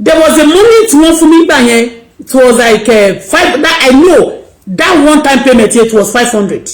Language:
Yoruba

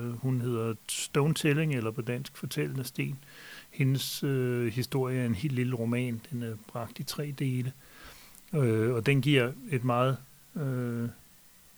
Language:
Danish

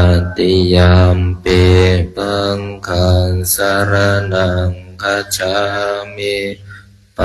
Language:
Pali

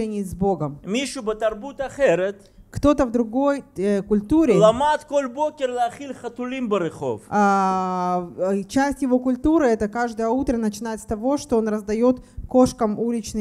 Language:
Russian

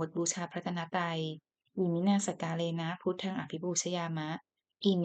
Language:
Pali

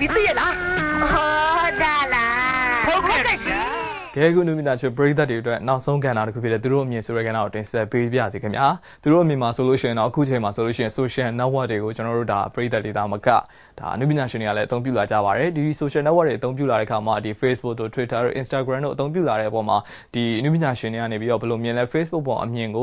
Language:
Burmese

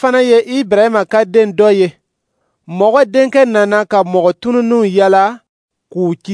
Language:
Dyula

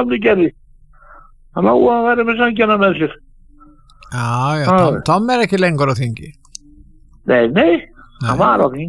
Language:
Icelandic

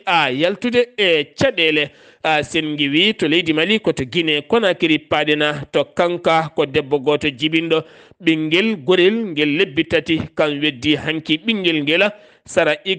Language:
Fula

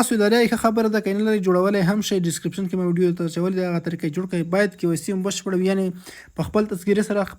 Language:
Pashto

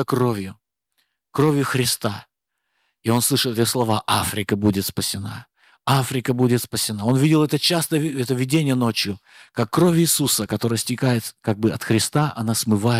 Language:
Russian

